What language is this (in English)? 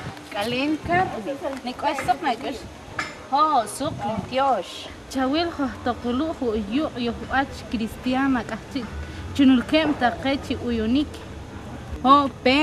Poqomchi'